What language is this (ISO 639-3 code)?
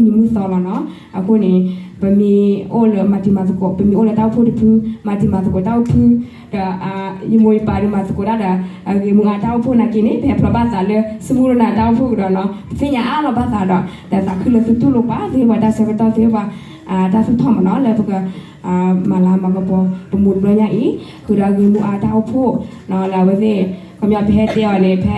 ksw